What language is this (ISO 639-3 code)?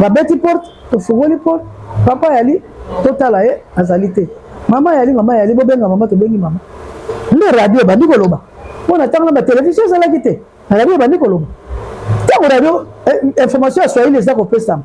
lin